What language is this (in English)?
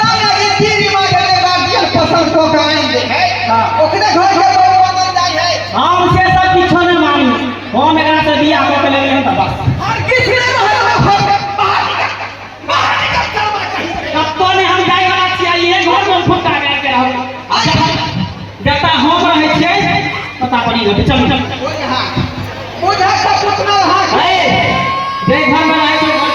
Maithili